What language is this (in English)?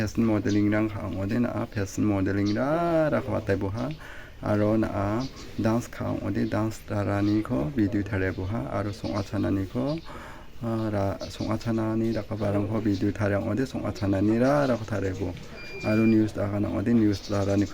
Garo